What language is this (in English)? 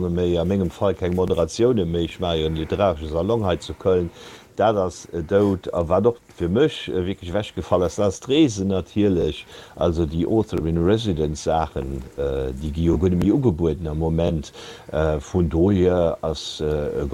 Luxembourgish